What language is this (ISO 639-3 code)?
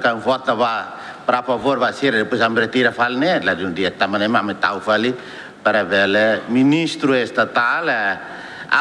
tet